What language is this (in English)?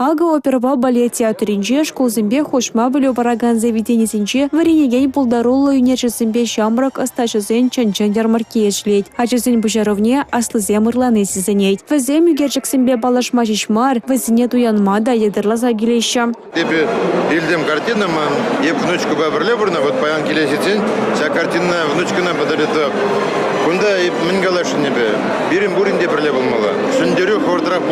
Chuvash